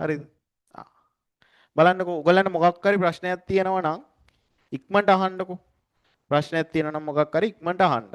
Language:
Sinhala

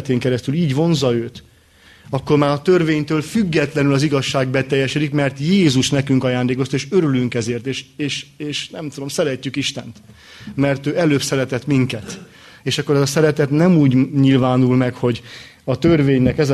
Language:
Hungarian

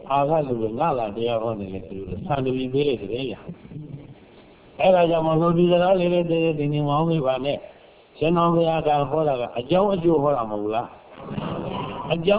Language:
Burmese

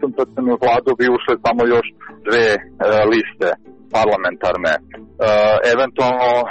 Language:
Serbian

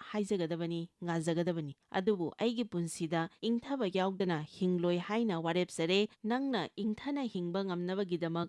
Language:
Manipuri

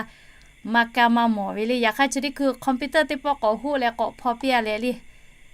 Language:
Lahu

